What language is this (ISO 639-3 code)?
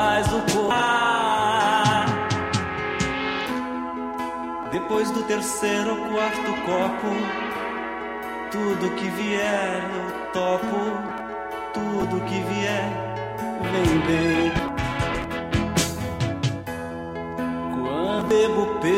por